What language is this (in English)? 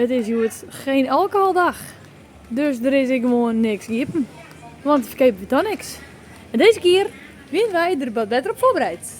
Western Frisian